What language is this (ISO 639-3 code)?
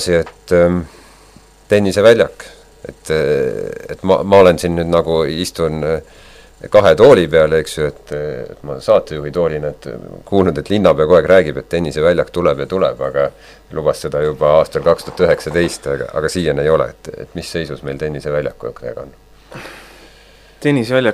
est